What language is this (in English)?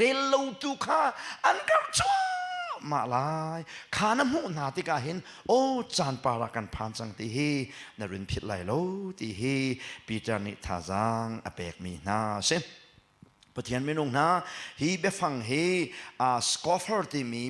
Hakha Chin